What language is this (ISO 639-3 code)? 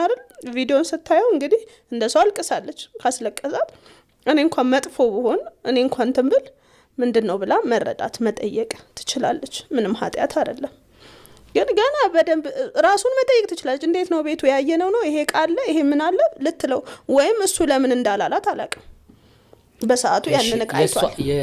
amh